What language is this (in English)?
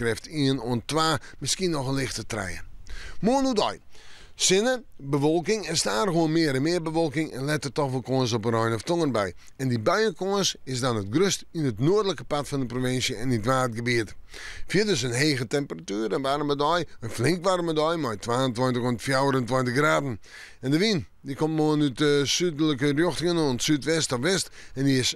Western Frisian